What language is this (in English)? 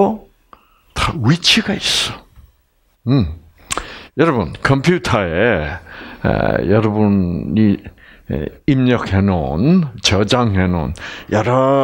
Korean